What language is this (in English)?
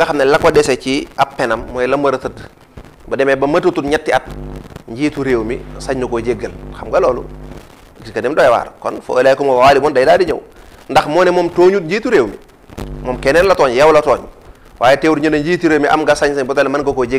Wolof